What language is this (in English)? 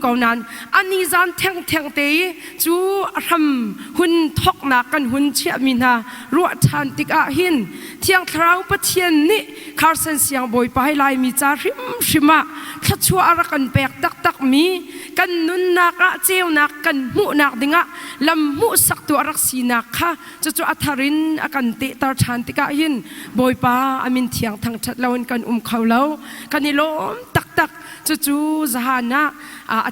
Hakha Chin